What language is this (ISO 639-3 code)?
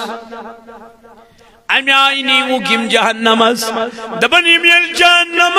kas